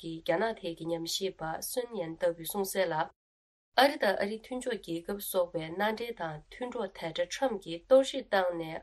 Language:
Tibetan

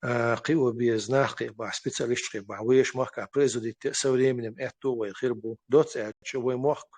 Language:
Chechen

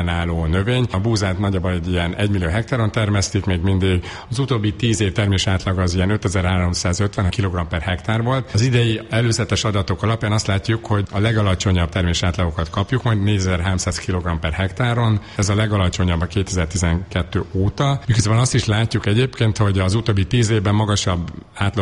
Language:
Hungarian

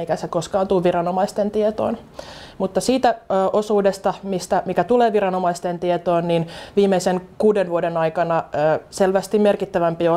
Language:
Finnish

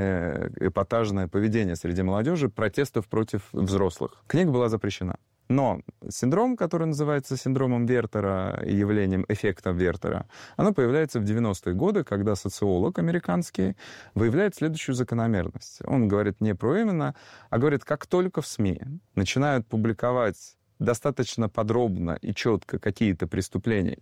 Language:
Russian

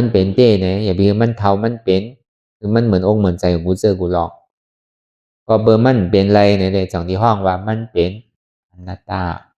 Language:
Shan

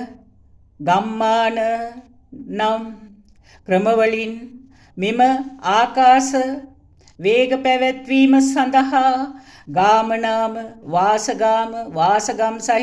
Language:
Sinhala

